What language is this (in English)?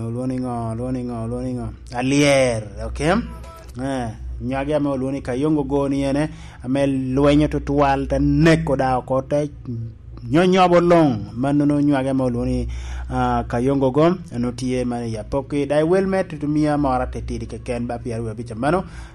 Lango (Uganda)